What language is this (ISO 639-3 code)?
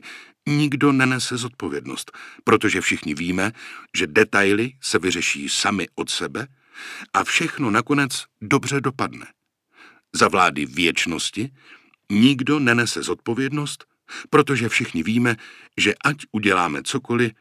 ces